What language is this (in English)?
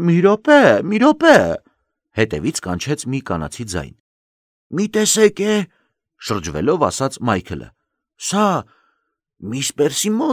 Armenian